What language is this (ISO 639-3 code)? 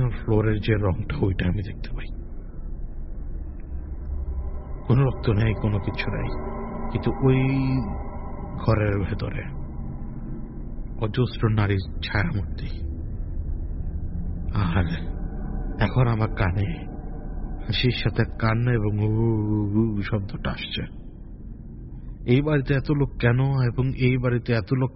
ben